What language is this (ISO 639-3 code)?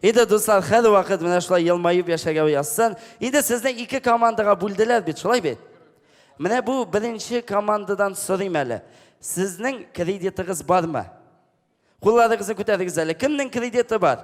tat